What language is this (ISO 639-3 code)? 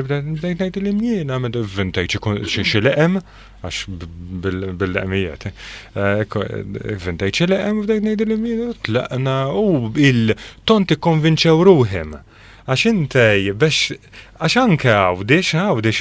mlt